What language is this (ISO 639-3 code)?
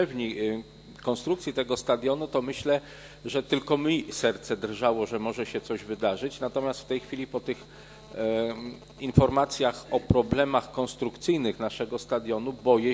pol